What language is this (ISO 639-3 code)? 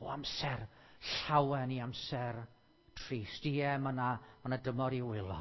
cym